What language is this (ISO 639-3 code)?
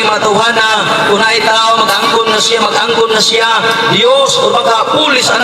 ceb